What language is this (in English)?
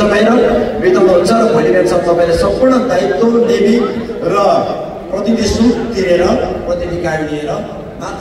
Nepali